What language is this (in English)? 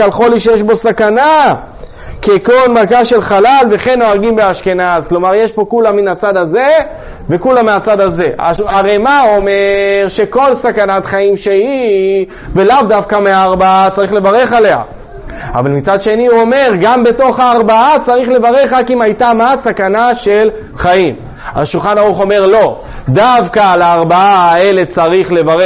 Hebrew